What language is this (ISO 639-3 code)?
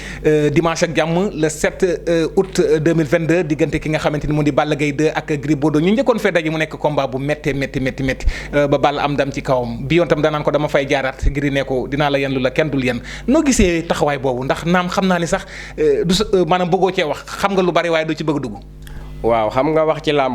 wol